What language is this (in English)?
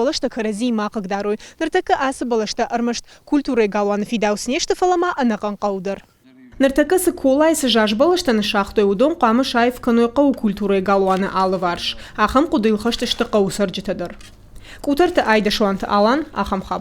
Ossetic